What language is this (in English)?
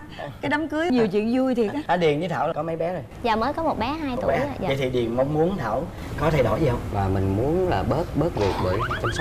Vietnamese